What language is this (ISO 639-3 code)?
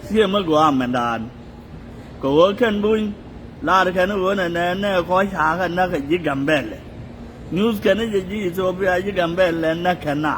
nus